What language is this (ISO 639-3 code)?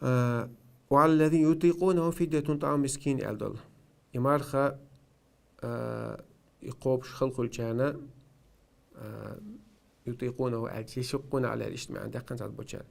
che